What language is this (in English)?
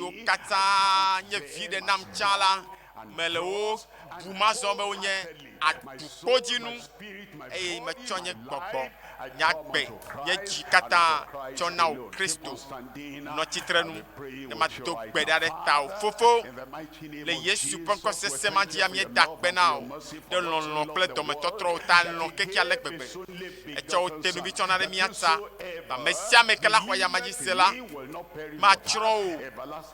Ewe